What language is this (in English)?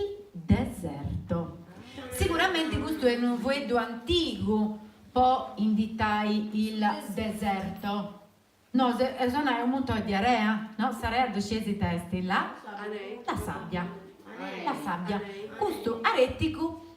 Sardinian